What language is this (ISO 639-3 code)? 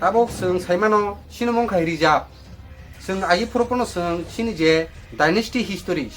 trp